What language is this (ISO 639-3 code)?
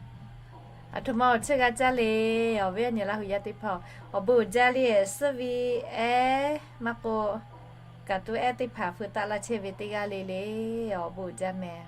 lhu